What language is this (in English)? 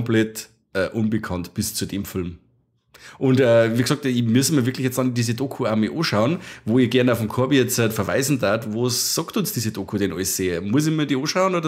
Bavarian